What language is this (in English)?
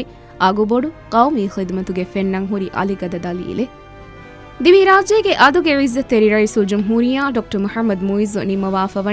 Divehi